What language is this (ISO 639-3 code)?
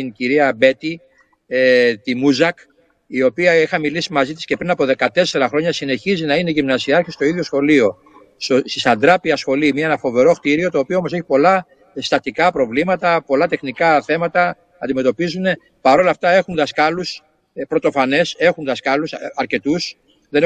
ell